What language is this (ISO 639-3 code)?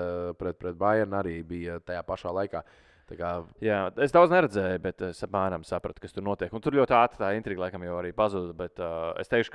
lav